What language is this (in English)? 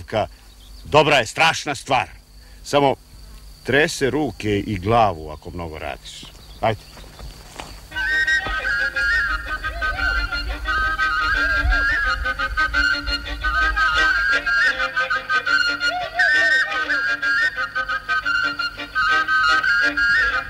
Serbian